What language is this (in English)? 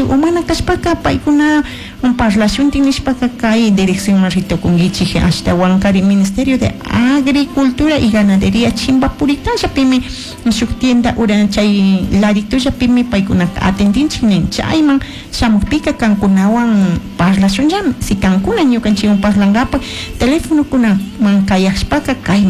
Chimborazo Highland Quichua